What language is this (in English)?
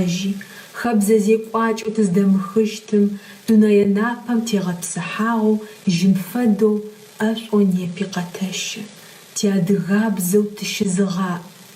Adyghe